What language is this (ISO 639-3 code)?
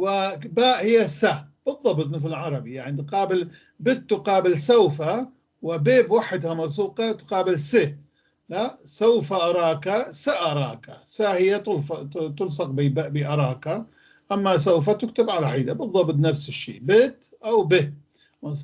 apc